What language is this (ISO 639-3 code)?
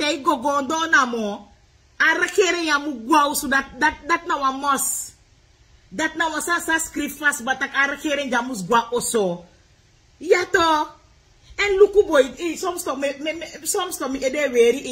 srn